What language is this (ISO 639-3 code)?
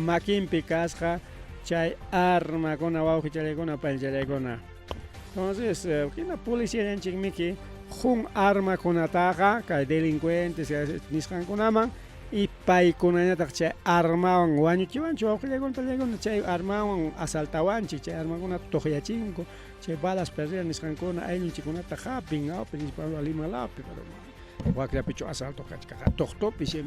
quy